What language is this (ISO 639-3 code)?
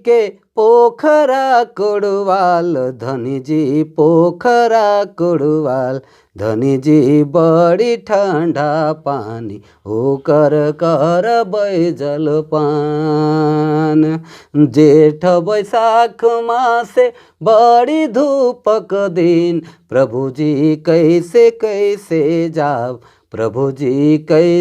sck